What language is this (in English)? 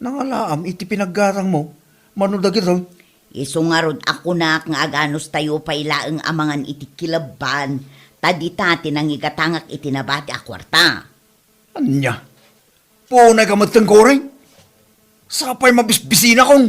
Iloko